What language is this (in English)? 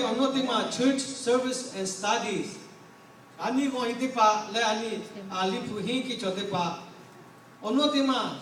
Lahu